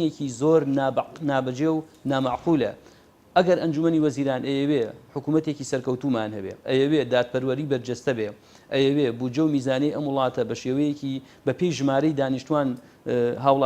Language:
Central Kurdish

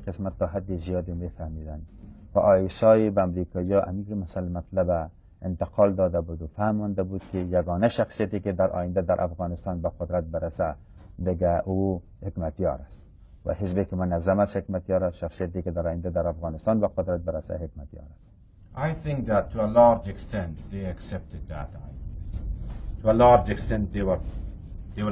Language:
Persian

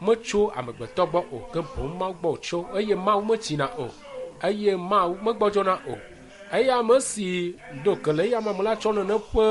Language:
Ewe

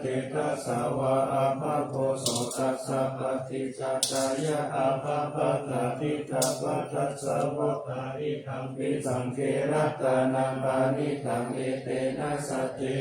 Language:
Pali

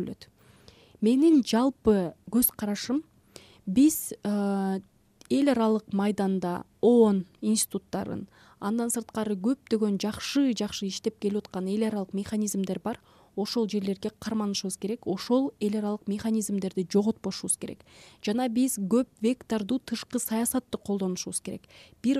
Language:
Kyrgyz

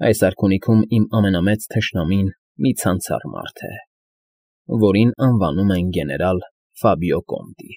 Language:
Armenian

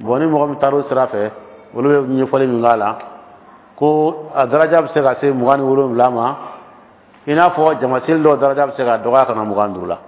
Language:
Dyula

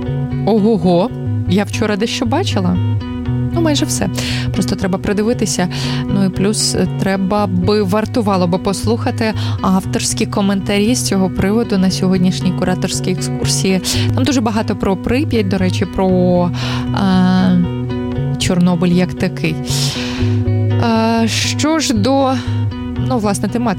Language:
Ukrainian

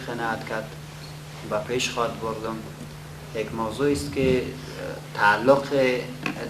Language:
Persian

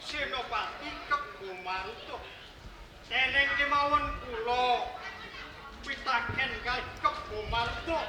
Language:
Javanese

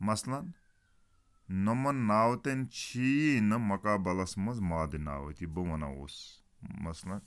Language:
Kashmiri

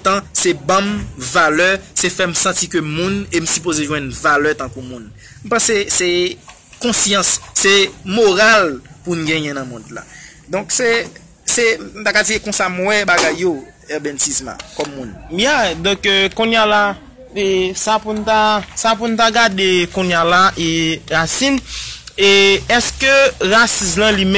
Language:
Haitian Creole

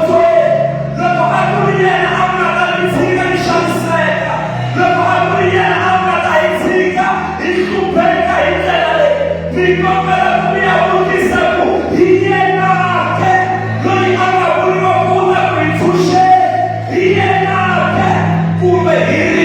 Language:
Tsonga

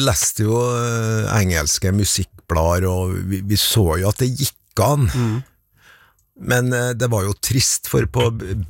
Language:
Norwegian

